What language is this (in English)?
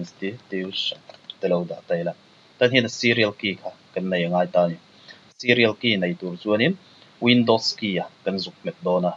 Mizo